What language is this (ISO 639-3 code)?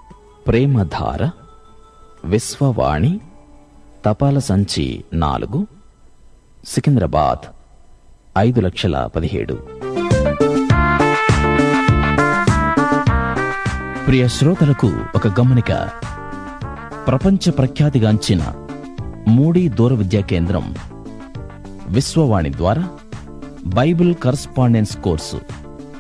tel